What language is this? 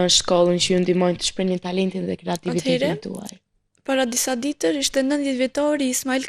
Albanian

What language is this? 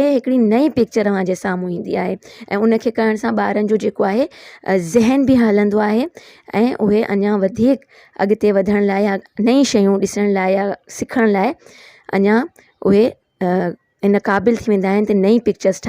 Sindhi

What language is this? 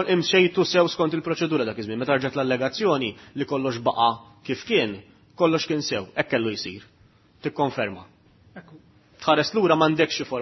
Maltese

